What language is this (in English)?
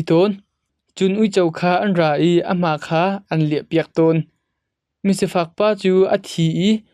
Hakha Chin